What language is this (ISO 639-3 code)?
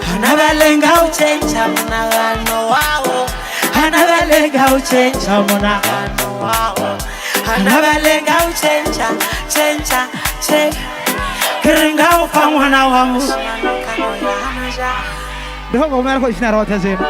ven